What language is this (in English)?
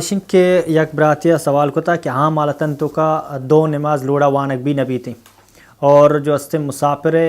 Baluchi